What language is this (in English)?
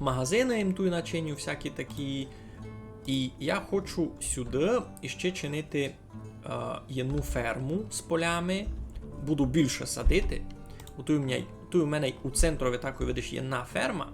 Rusyn